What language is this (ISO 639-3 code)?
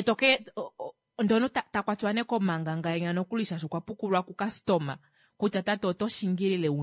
kua